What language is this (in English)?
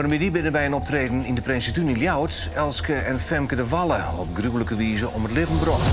Western Frisian